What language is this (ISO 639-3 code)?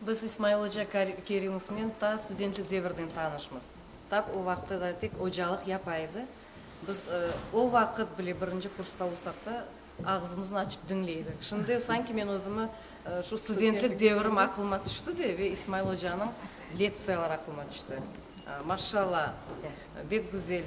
crh